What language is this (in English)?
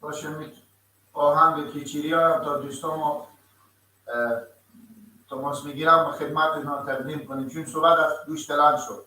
Persian